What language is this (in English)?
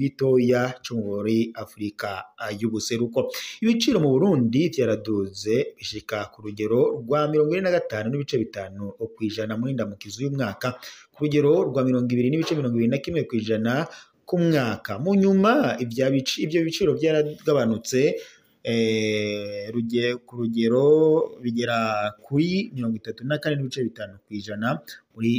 Rundi